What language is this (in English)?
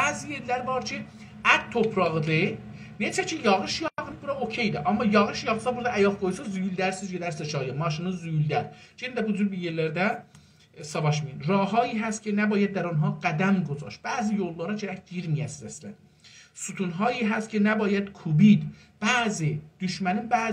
South Azerbaijani